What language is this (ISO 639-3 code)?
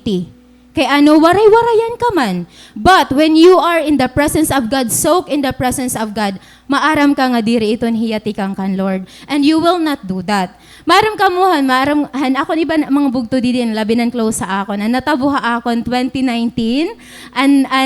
war